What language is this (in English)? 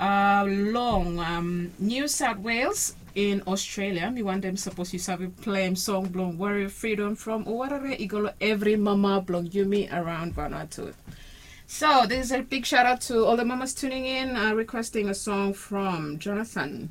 Bislama